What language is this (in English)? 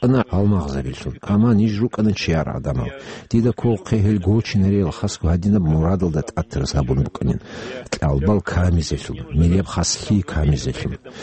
Avaric